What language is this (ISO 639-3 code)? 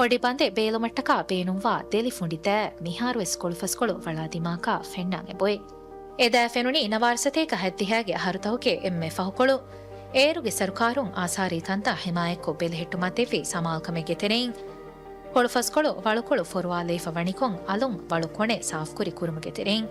div